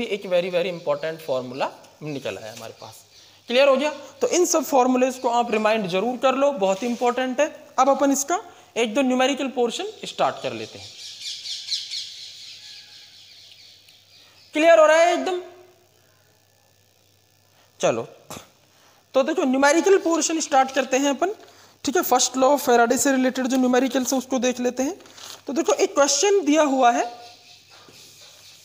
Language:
Hindi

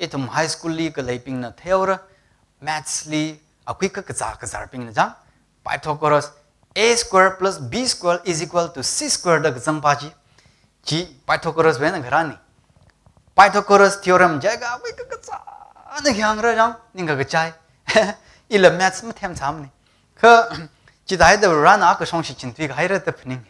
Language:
Tangkhul Naga (India)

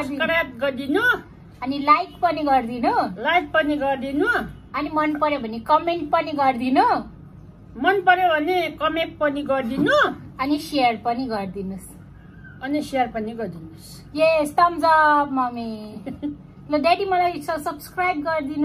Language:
Nepali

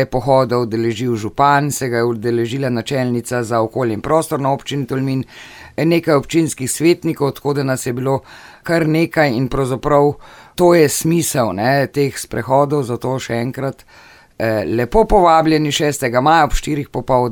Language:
Slovenian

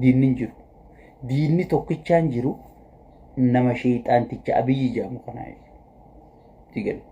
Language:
Oromo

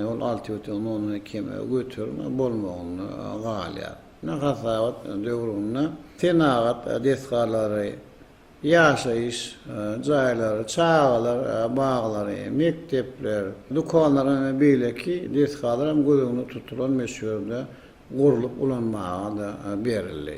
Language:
Turkmen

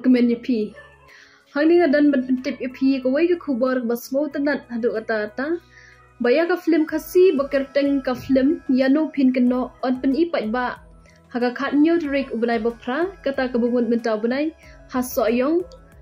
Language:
Khasi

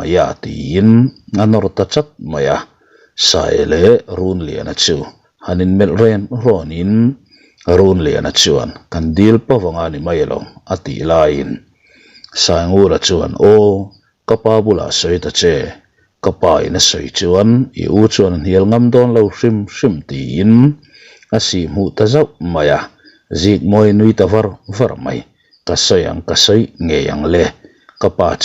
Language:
Mizo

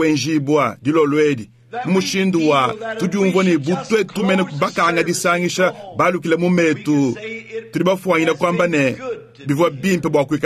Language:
Luba-Lulua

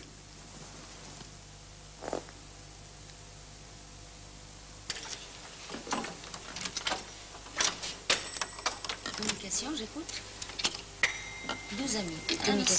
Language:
French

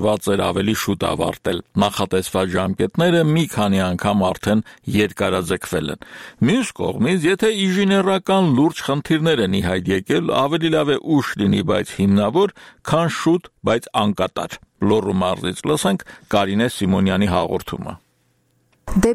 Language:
Armenian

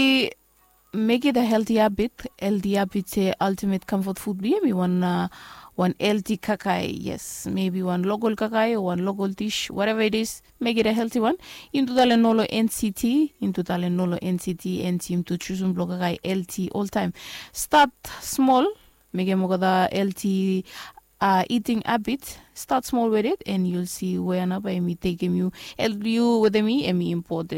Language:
Bislama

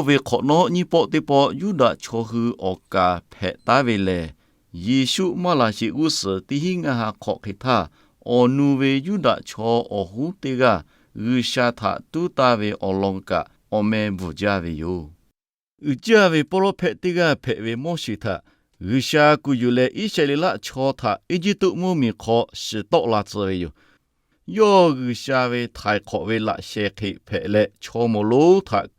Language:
Lahu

